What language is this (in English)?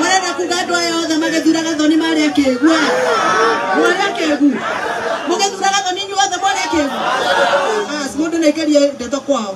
Kikuyu